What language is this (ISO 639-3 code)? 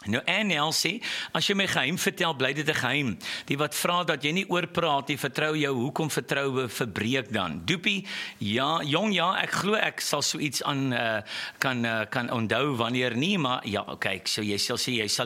afr